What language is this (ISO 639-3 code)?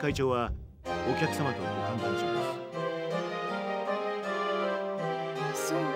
jpn